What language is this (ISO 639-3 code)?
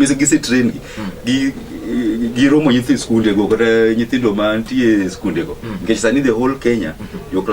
luo